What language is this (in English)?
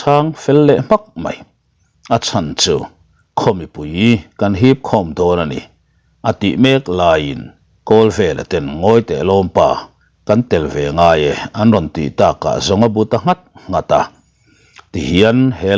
Mizo